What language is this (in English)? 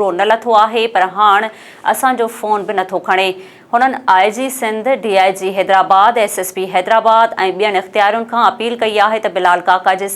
Sindhi